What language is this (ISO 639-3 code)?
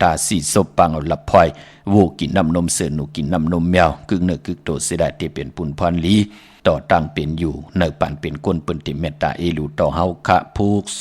shn